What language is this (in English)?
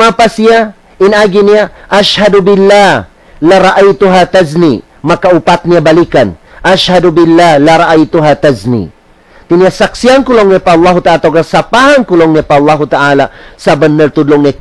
Tausug